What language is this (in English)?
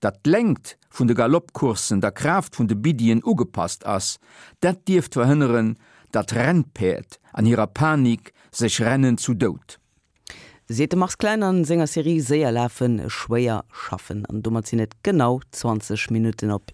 Luxembourgish